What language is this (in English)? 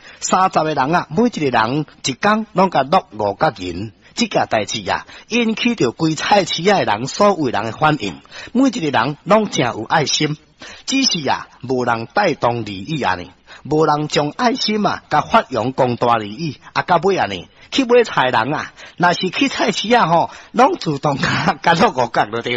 Min Nan Chinese